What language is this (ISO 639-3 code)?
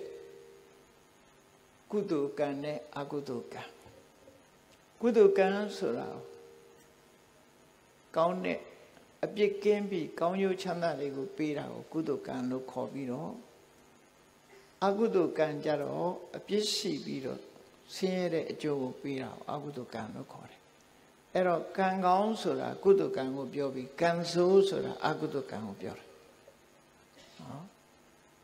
mya